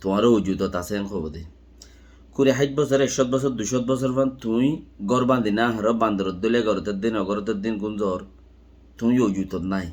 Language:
Rohingya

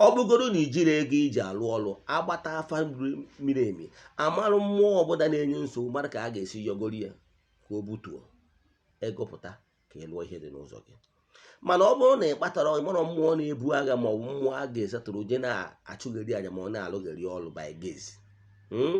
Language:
Igbo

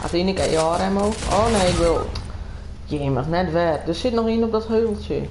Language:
Western Frisian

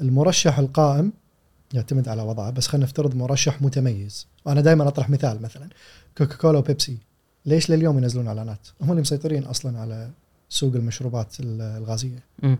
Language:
Gulf Arabic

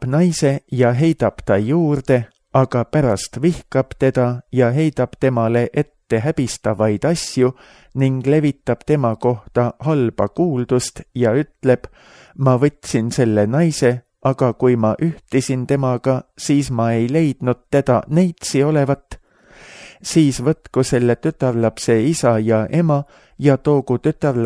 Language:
Estonian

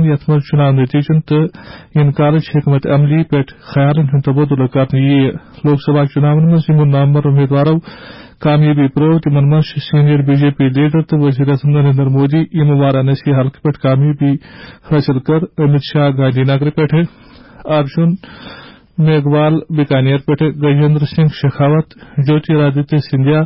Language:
Kashmiri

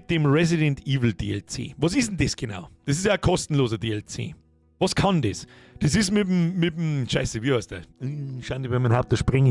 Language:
Bavarian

